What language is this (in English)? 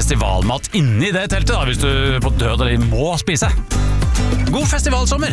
Norwegian